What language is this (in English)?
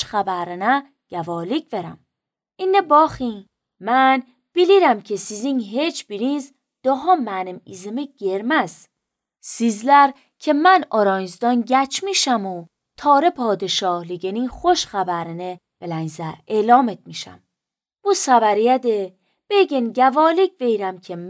Azerbaijani